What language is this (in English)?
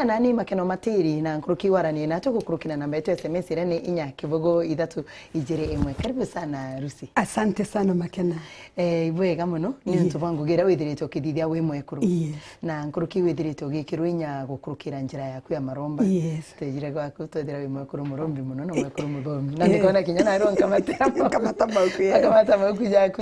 Meru